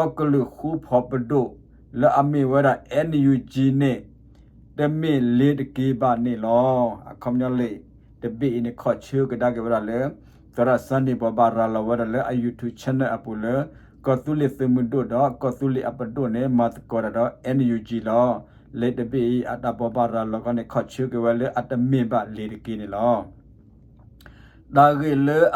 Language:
S'gaw Karen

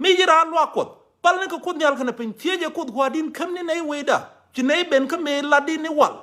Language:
Nuer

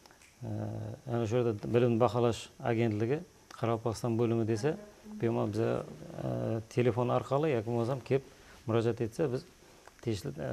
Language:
Kara-Kalpak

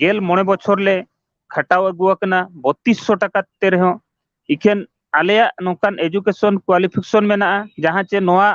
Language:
Santali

